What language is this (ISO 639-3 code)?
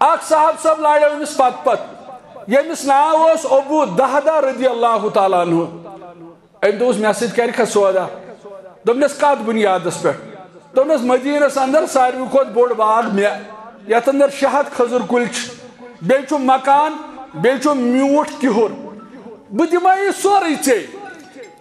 kas